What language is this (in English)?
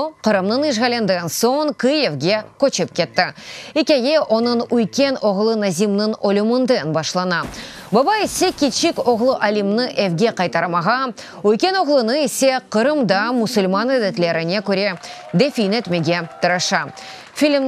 Crimean Tatar